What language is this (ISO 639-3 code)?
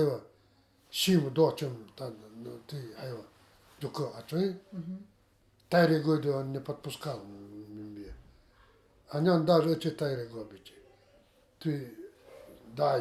gld